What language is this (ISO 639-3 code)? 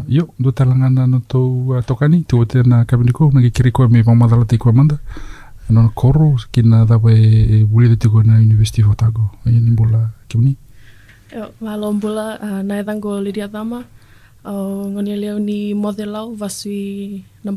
fij